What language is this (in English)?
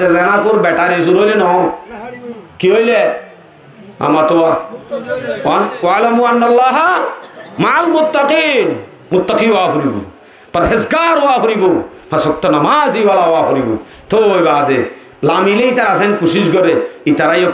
Rohingya